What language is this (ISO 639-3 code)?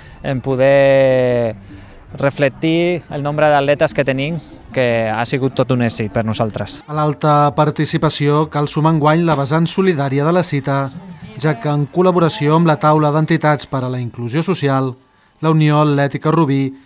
cat